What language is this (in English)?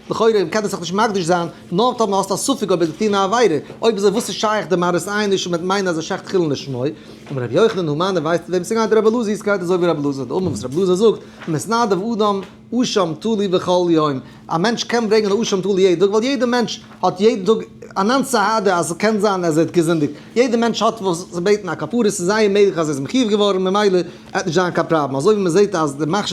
Yiddish